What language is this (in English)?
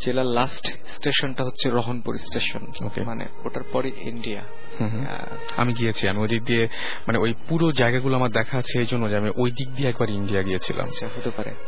Bangla